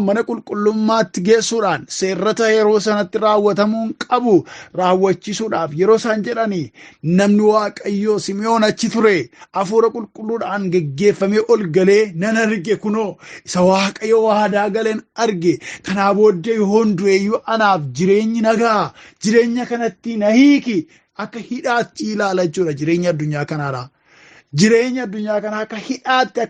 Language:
Oromo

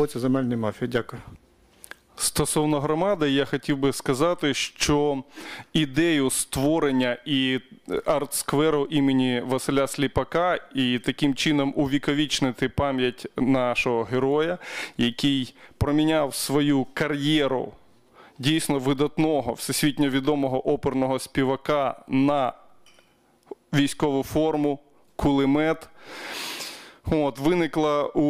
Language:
Ukrainian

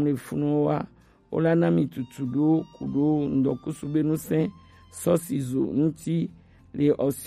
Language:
Gen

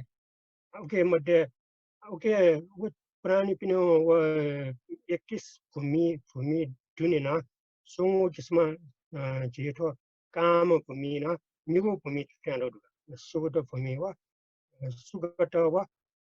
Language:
Newari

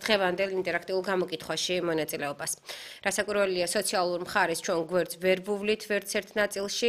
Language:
Georgian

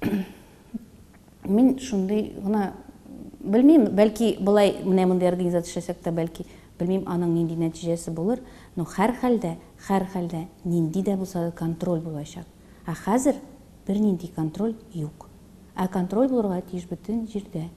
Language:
Tatar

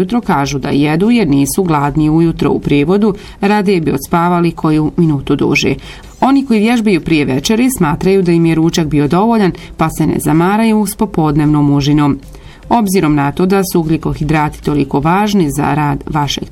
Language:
Bosnian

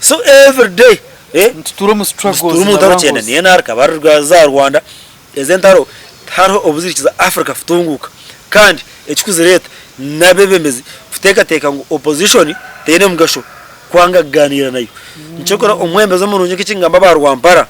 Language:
Nyankole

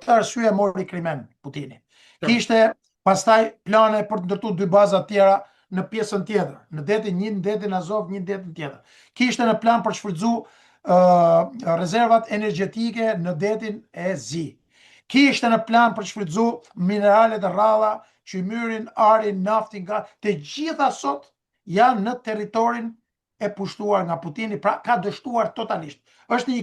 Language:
Albanian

